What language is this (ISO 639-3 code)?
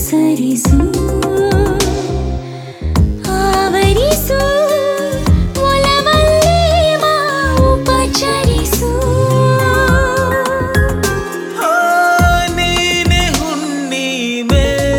kan